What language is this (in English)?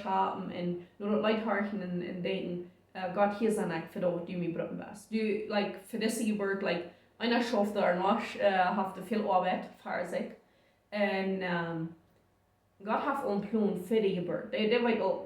Plautdietsch